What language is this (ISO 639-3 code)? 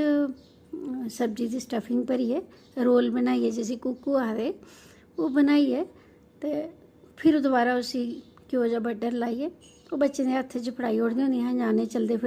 doi